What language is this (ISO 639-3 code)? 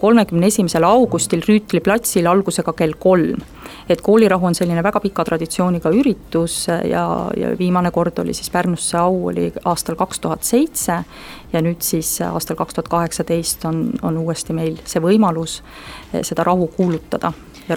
est